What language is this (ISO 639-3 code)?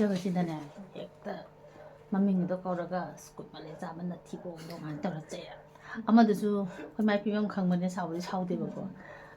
mni